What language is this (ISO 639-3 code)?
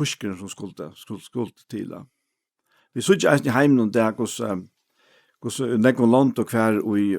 fao